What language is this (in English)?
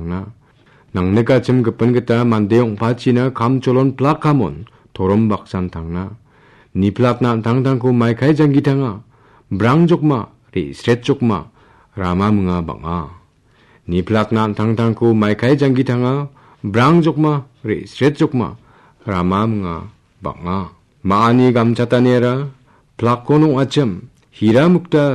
Garo